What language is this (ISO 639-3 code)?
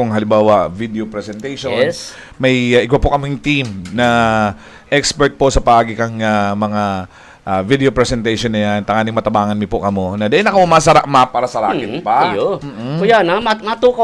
bik